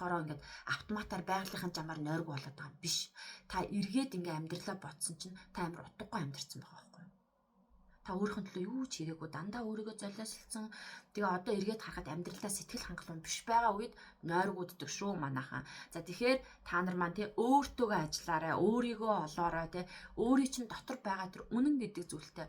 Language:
Mongolian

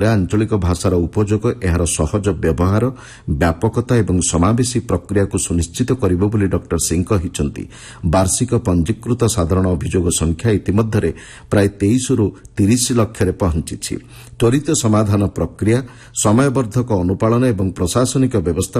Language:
Odia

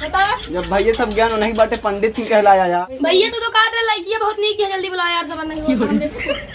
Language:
Awadhi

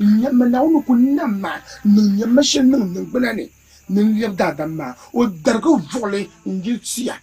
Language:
Dagbani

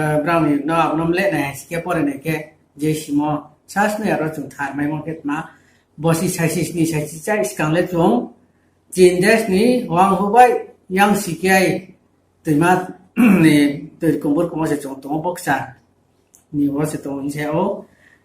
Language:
Riang (India)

